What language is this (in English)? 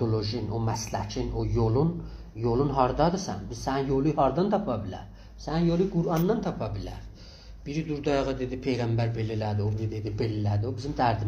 South Azerbaijani